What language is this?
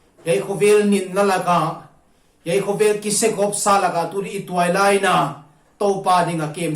Paite Chin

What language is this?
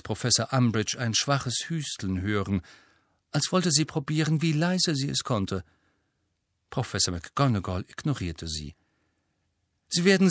German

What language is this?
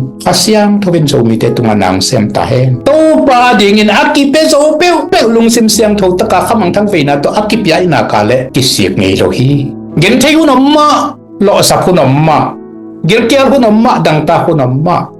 Tedim Chin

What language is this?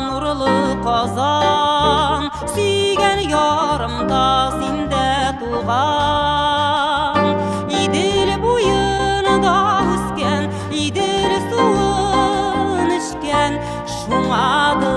Tatar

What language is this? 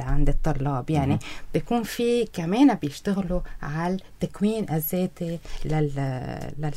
North Levantine Arabic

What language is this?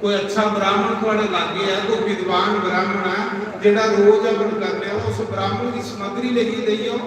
Dogri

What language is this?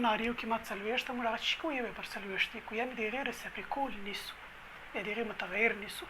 Pashto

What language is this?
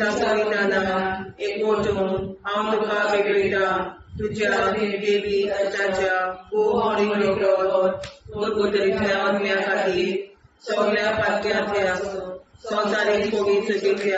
Konkani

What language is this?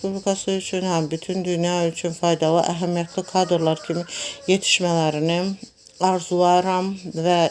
Azerbaijani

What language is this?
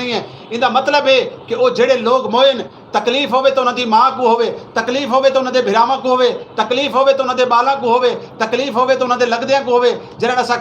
Saraiki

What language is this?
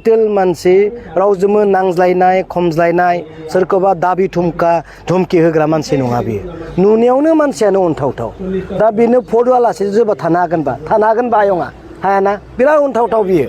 Bodo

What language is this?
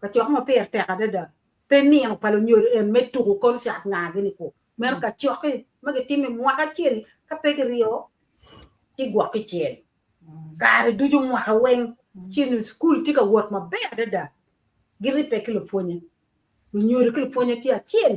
Acoli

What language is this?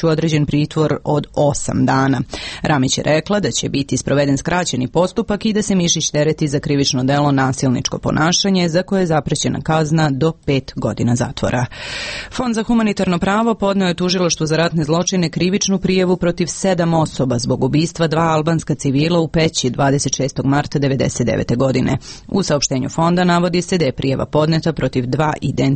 Serbian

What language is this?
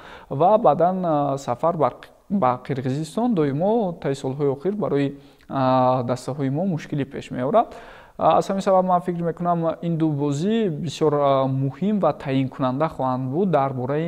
Tajik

